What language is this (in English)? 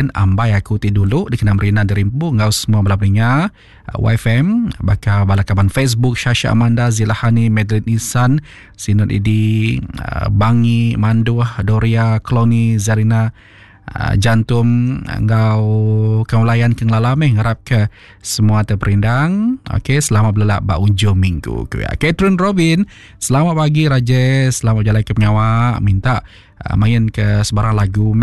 Iban